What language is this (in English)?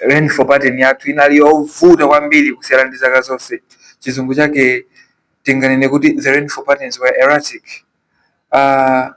Nyanja